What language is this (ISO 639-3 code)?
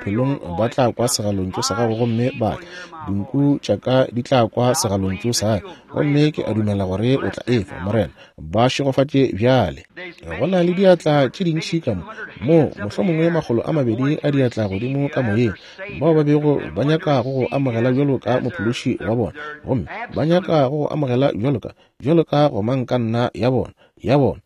nso